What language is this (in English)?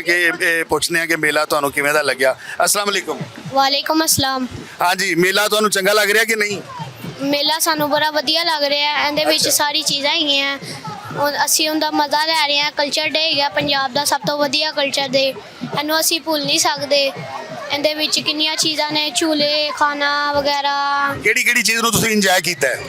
Western Panjabi